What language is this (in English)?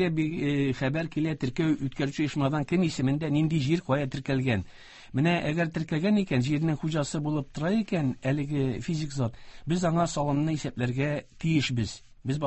Tatar